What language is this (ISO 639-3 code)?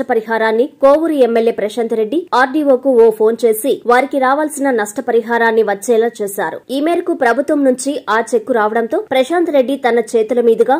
tel